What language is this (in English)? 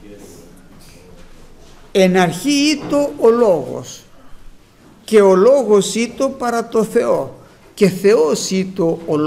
Greek